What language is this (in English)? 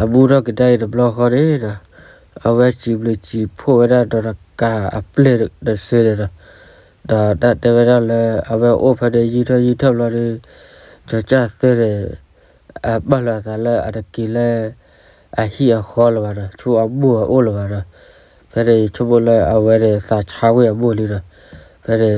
S'gaw Karen